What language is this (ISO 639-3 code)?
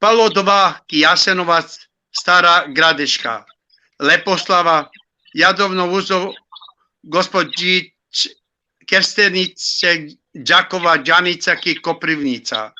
rmn